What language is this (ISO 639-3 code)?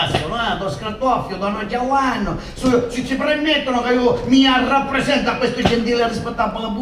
scn